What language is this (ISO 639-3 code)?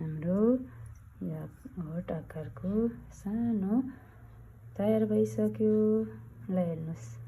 nep